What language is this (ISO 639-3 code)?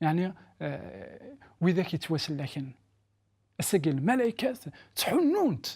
kab